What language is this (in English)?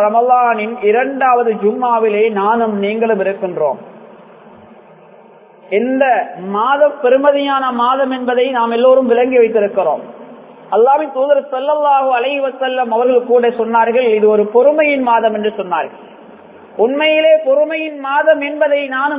Tamil